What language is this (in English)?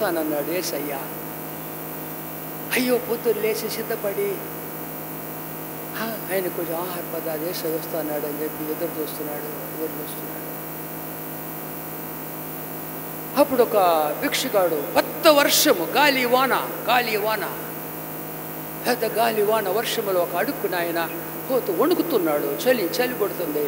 Telugu